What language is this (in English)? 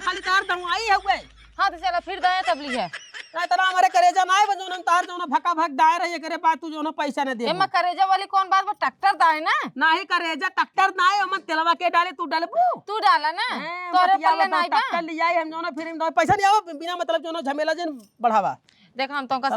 Awadhi